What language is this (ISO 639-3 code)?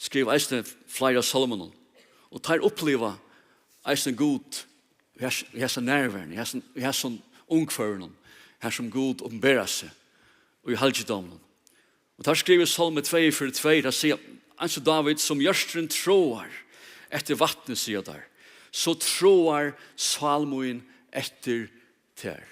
fao